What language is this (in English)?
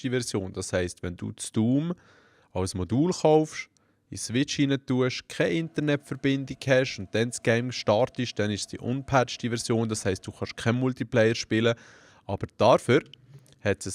Swiss German